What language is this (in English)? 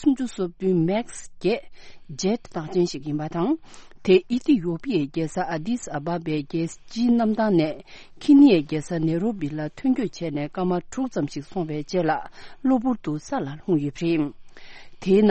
Tibetan